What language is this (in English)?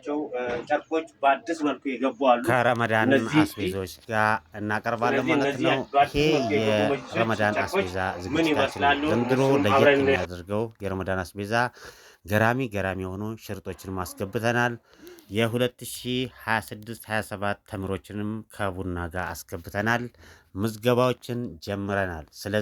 Amharic